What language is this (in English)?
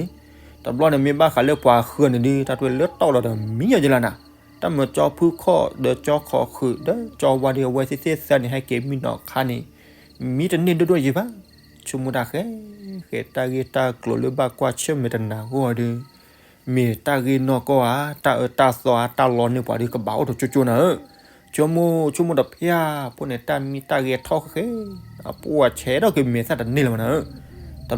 S'gaw Karen